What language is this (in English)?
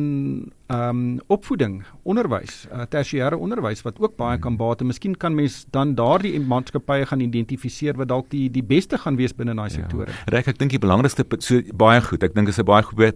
Afrikaans